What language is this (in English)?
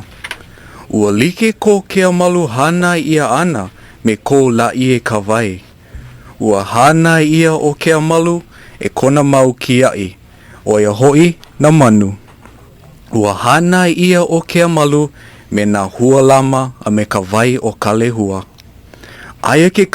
Hawaiian